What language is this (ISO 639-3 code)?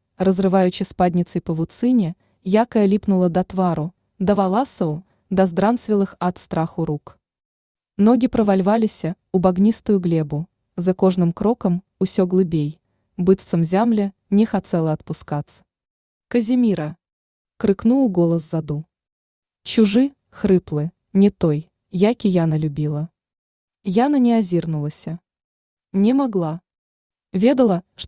bel